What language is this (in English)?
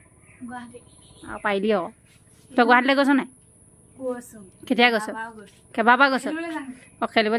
Assamese